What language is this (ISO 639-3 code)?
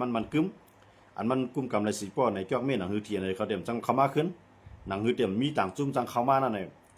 shn